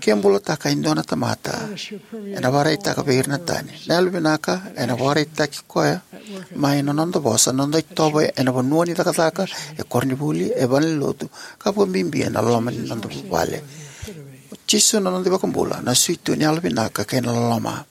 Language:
Fijian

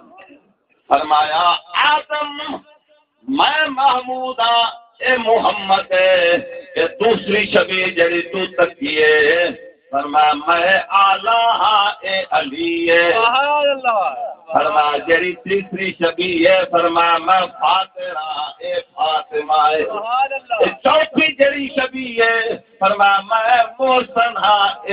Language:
Saraiki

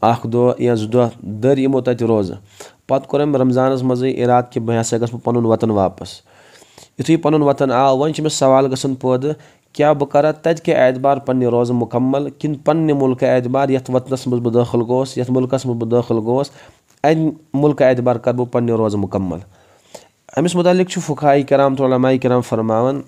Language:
Kashmiri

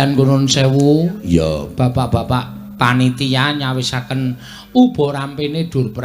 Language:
Javanese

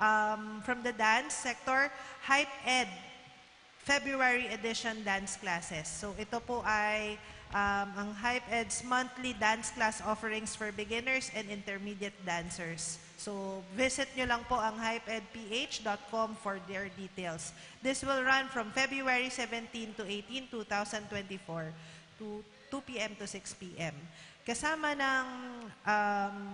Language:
Bikol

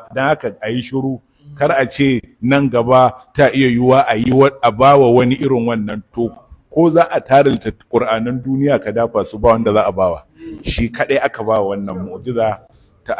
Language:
Hausa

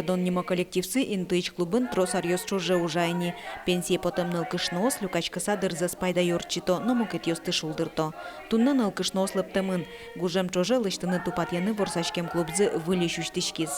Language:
Udmurt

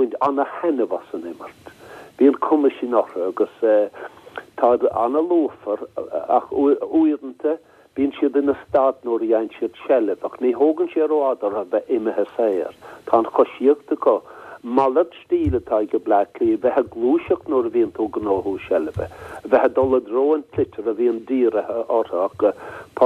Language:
Irish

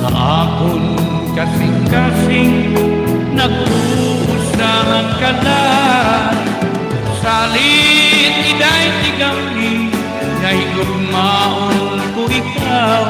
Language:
Waray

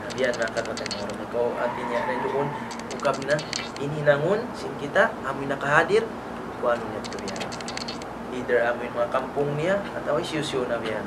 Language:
Tausug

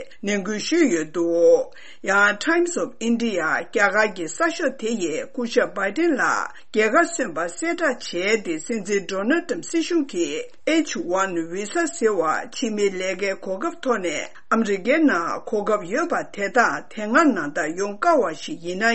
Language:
Tibetan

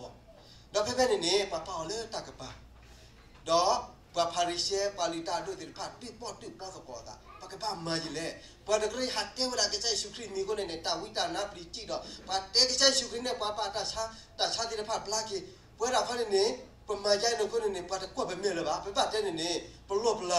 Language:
S'gaw Karen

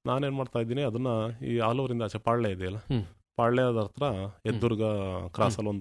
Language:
Kannada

